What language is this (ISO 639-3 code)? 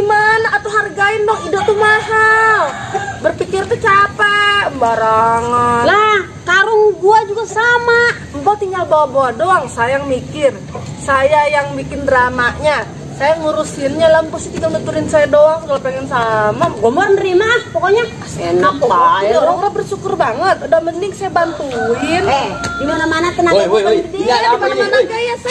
bew